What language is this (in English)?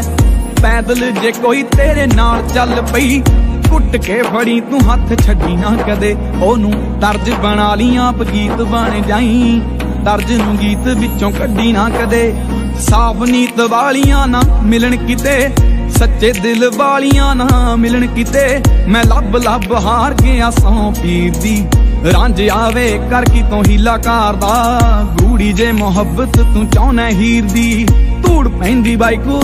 Punjabi